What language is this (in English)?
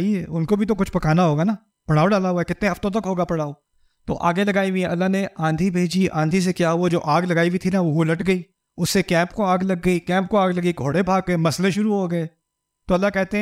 Urdu